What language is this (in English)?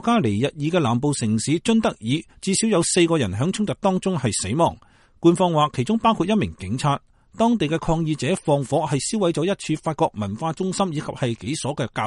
Cantonese